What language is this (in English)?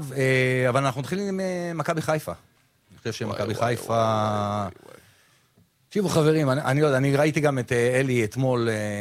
Hebrew